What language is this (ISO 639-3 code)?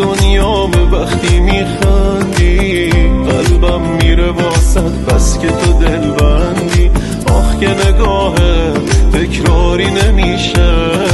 fas